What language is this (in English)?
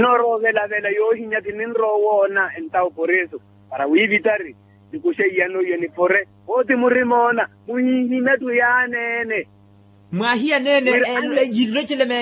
Makhuwa